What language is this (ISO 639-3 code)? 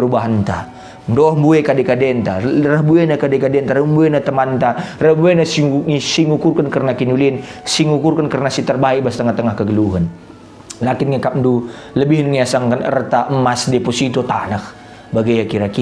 btx